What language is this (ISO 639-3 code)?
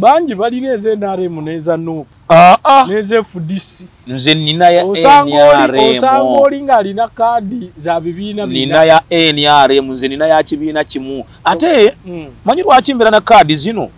lug